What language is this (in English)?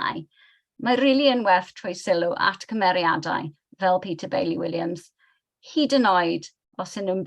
Welsh